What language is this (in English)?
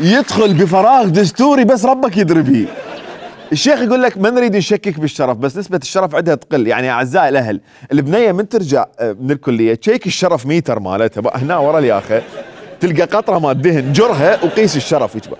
Mesopotamian Arabic